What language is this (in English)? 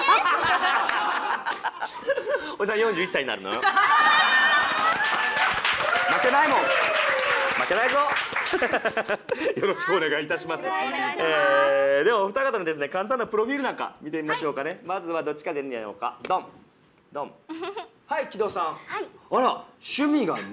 Japanese